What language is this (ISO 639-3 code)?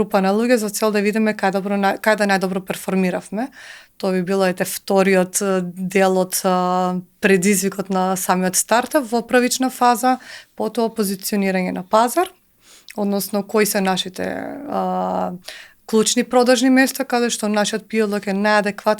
mkd